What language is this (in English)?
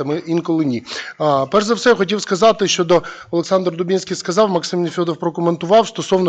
Ukrainian